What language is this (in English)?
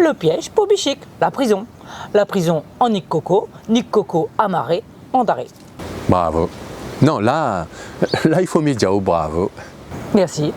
Réunion Creole French